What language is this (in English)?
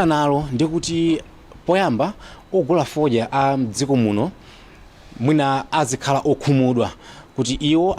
Nyanja